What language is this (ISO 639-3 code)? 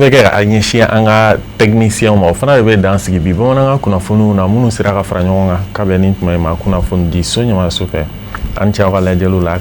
bam